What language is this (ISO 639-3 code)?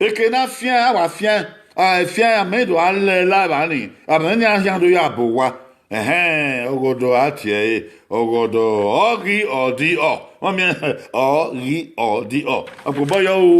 bin